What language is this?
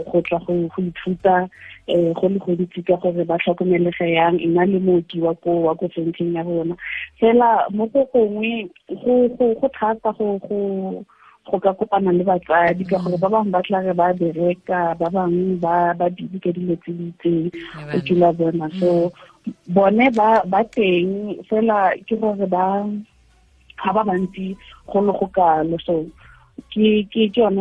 Tswana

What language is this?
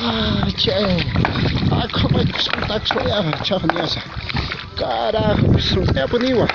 Aymara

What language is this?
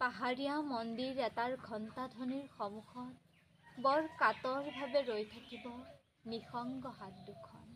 Assamese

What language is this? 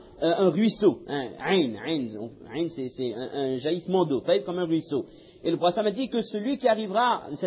French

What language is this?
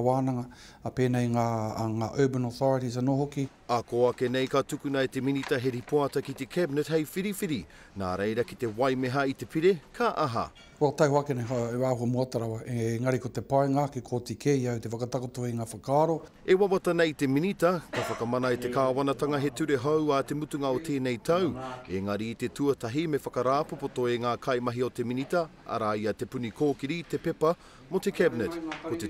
Māori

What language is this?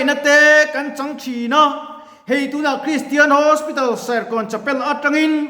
Mizo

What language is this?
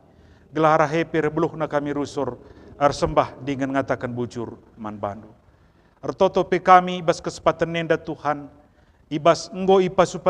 Batak Karo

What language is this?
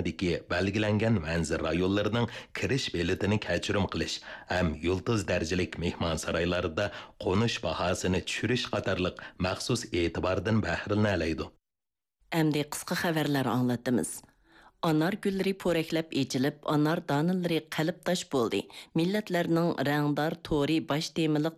Uyghur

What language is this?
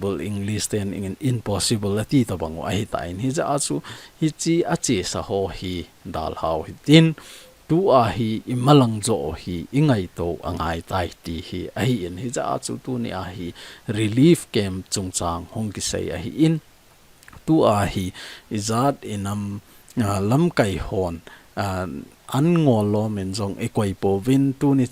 Thado Chin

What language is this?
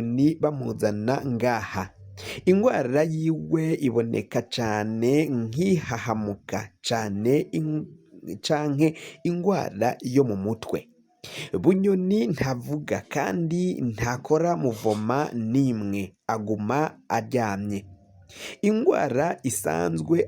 Rundi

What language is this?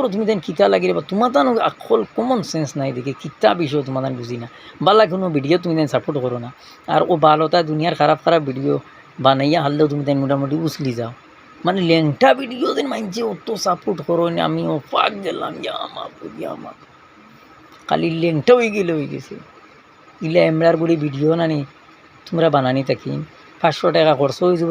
Sylheti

